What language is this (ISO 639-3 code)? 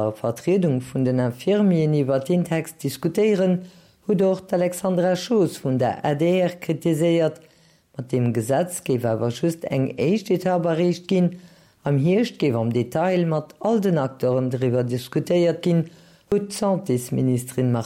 ltz